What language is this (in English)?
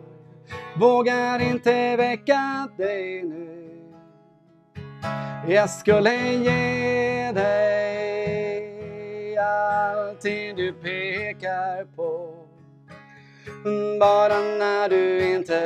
Swedish